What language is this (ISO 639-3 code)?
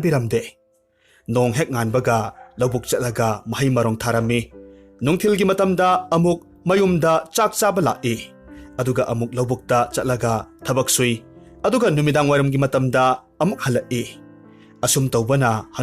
mni